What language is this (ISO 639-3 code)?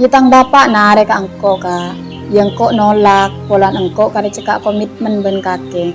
mad